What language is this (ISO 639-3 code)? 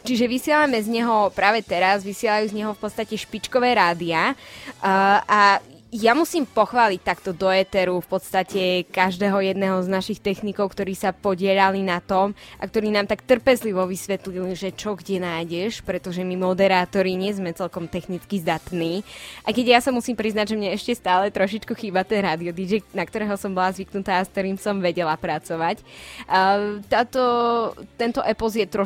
slk